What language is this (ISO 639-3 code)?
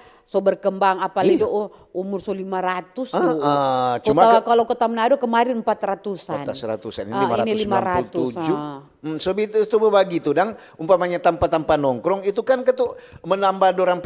xmm